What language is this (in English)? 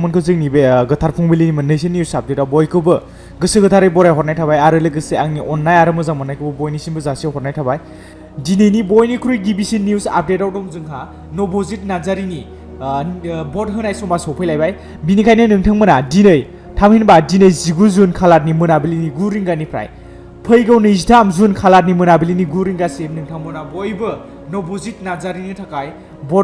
Bodo